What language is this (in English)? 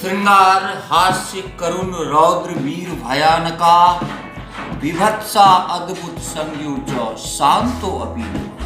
Maithili